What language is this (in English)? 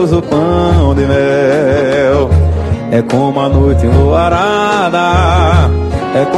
Portuguese